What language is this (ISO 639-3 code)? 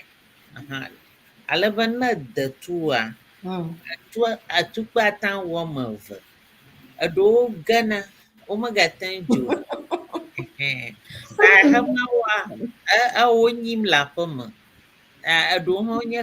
ewe